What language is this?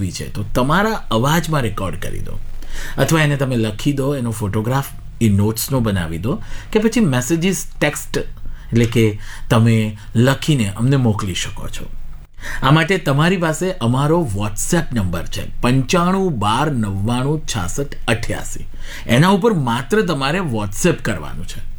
Gujarati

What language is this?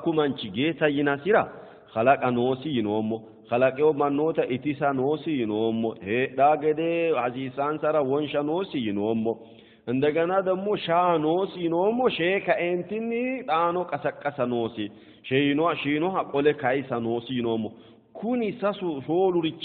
Sidamo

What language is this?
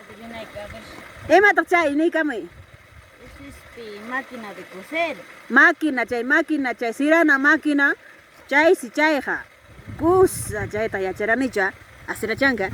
Ayacucho Quechua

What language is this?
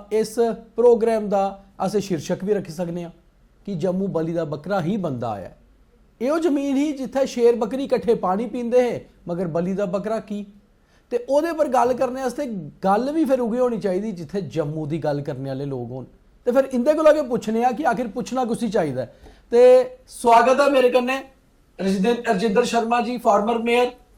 Dogri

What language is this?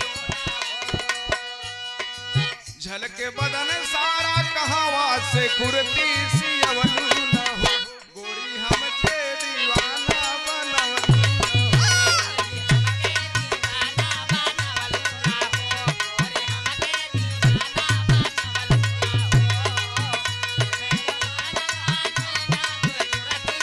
Bhojpuri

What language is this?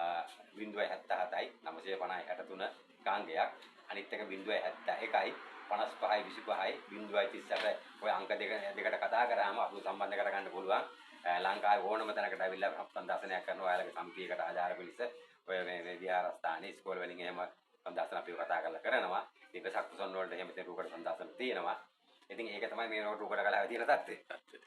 Sinhala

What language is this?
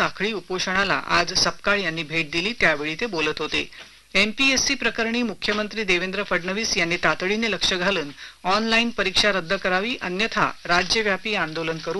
Marathi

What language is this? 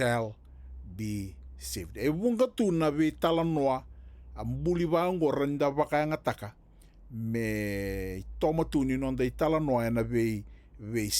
Fijian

